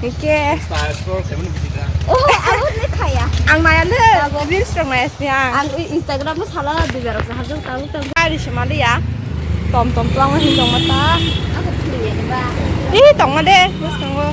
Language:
Kok Borok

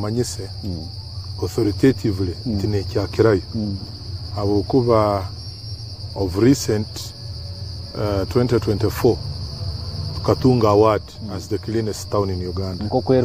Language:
Nyankole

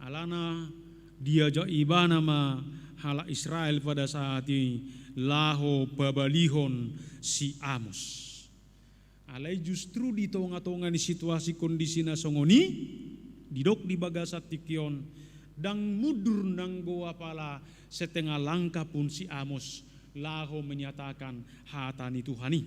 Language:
Batak Toba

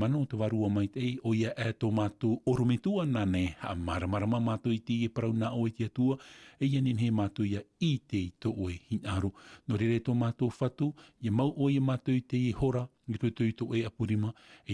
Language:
Tahitian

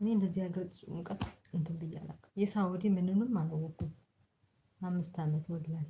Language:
Amharic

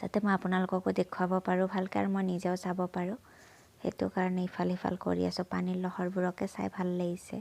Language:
Assamese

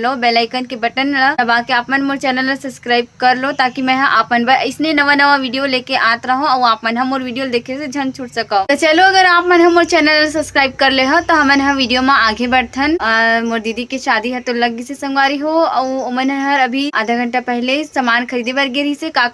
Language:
Chhattisgarhi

